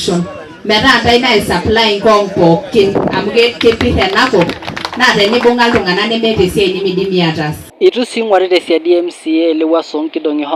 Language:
Masai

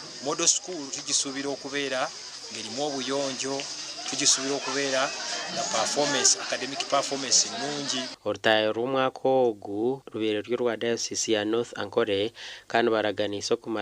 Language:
Nyankole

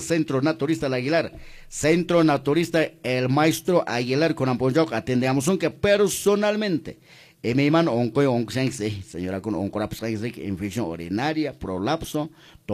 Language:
Quechua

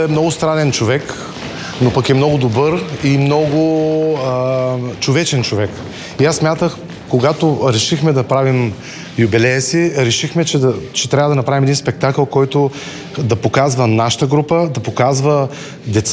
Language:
Bulgarian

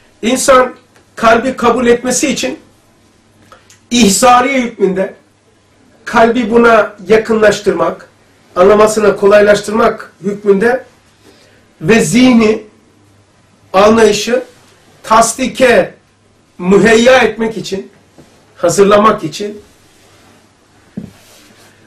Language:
Turkish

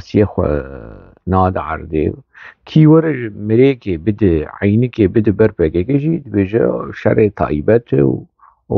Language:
Kurdish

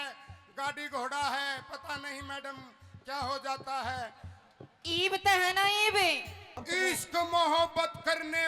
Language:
Haryanvi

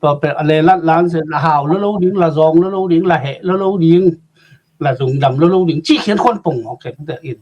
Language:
Tedim Chin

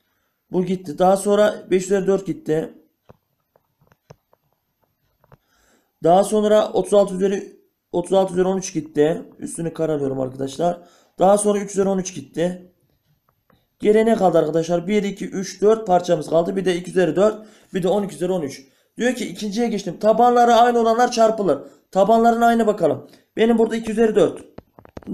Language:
Turkish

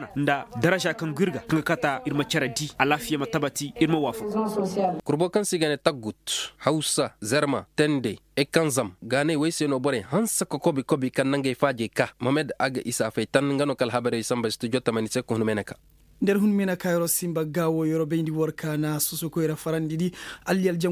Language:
Koyraboro Senni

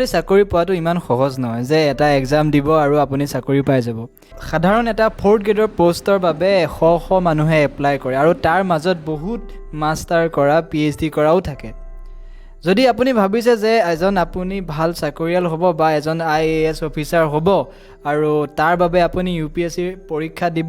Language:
Assamese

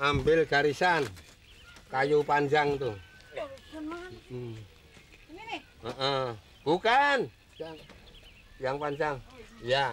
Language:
Betawi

